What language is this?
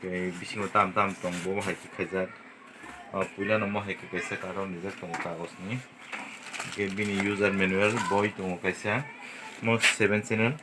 Kok Borok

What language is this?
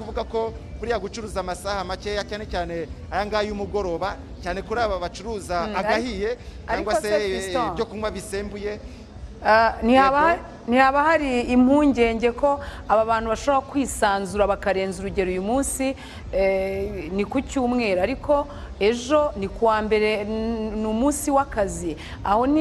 Kinyarwanda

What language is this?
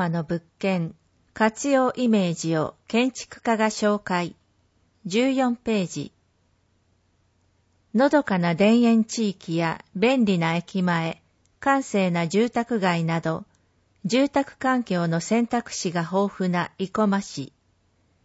Japanese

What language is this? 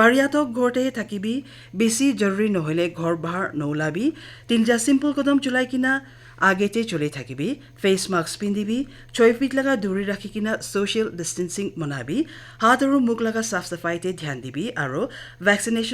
Naga Pidgin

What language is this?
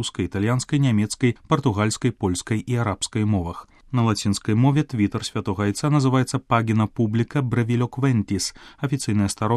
Belarusian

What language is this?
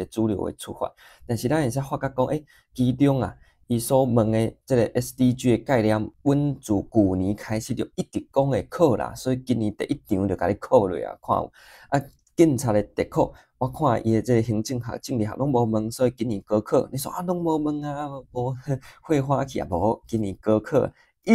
Min Nan Chinese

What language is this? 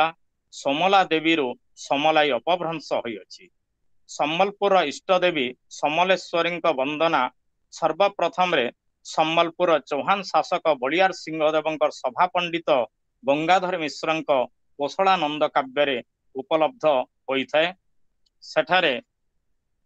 Odia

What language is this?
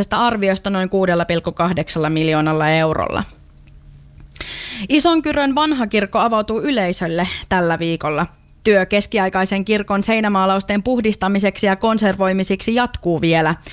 Finnish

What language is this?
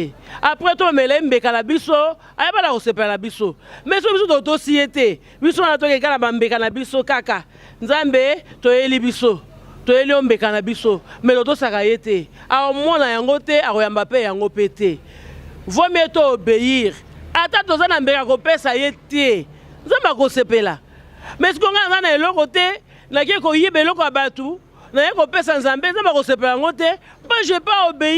Lingala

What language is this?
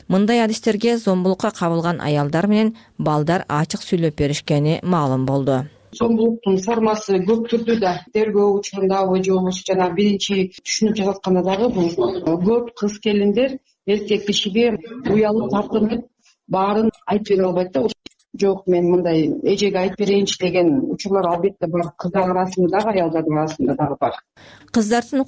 Kyrgyz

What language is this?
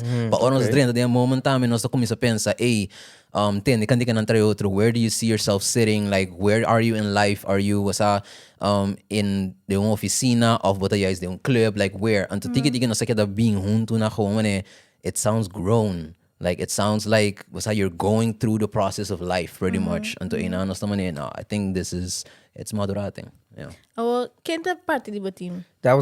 Papiamento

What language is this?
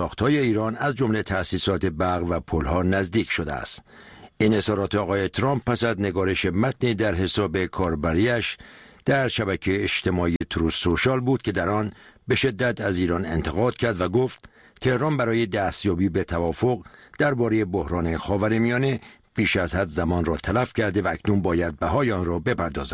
Persian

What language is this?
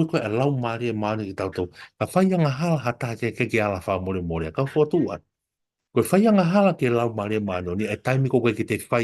Tongan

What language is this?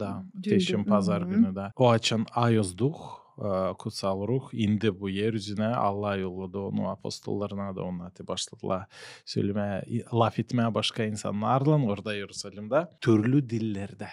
Gagauz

